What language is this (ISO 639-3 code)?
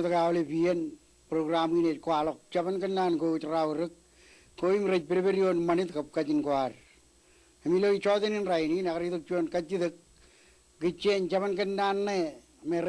mah